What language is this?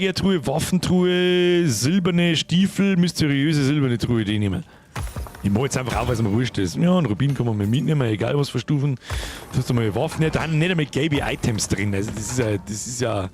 Bavarian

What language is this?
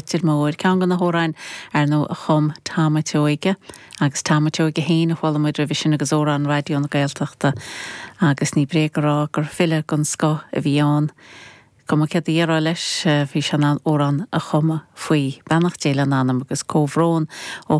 Irish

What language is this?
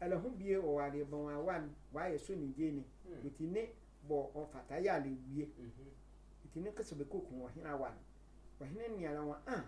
Sehwi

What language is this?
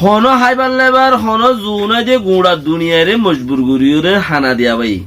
Rohingya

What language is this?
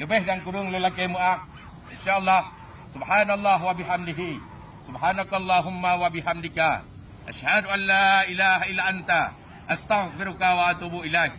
Achinese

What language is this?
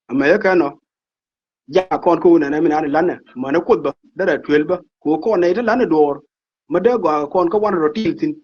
Nuer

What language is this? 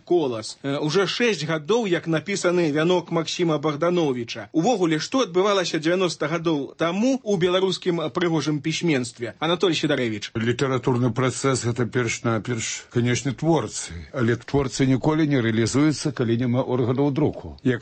Belarusian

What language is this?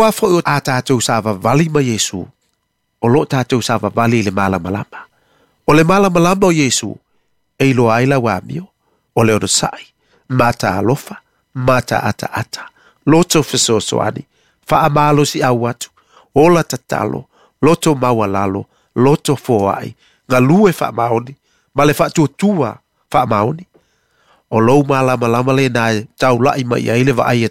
Samoan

